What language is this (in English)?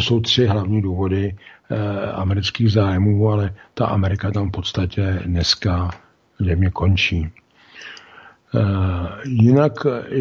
Czech